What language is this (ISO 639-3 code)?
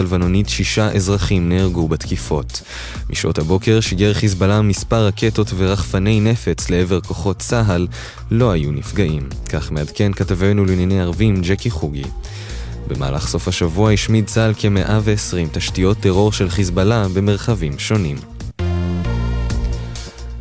heb